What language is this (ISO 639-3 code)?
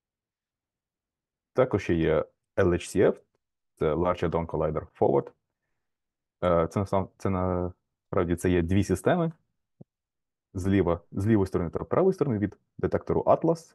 ukr